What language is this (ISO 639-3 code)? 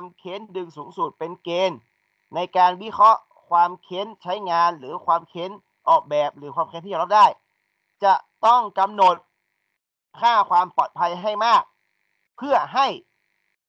tha